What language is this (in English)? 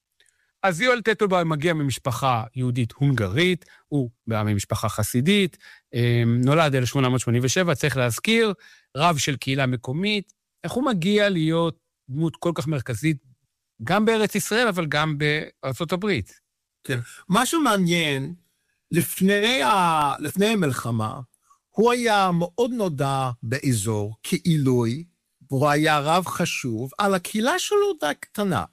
Hebrew